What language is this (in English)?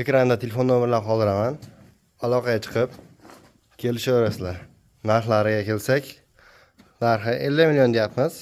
Uzbek